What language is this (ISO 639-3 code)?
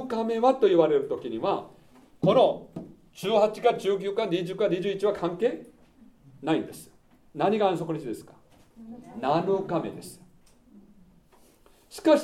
jpn